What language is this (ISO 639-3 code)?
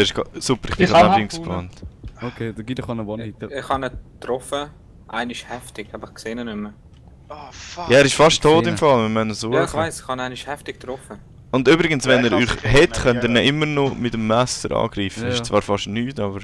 gsw